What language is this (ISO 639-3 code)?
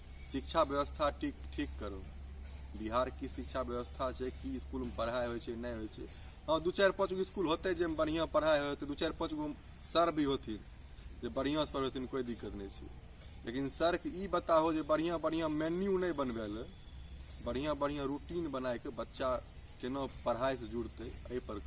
mai